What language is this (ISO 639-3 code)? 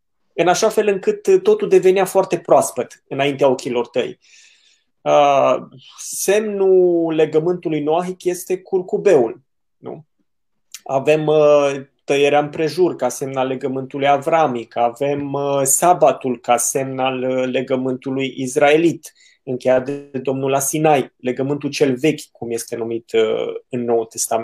ron